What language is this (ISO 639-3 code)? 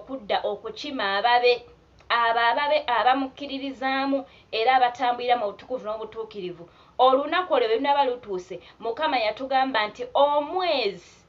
lug